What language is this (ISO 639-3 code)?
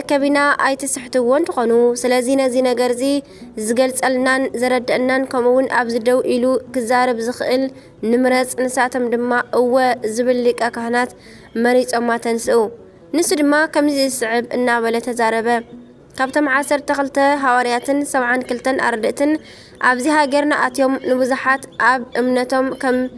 tir